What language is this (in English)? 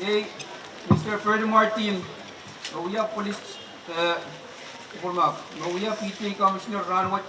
Pohnpeian